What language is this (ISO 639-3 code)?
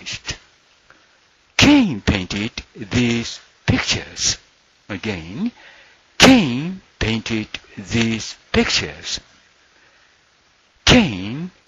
jpn